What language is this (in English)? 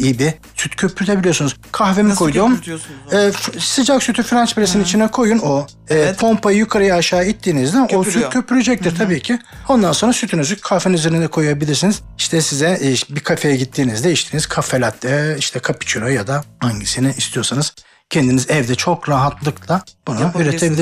Turkish